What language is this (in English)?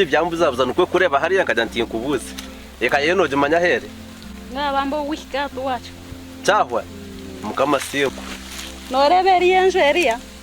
Nyankole